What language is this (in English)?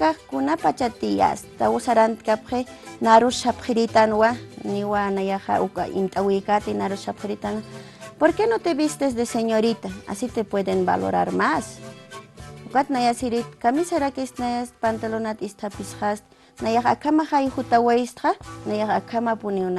Aymara